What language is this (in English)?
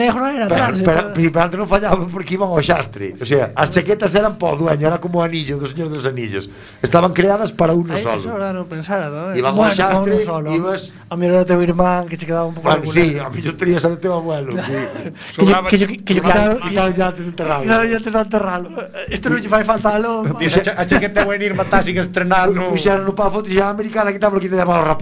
Galician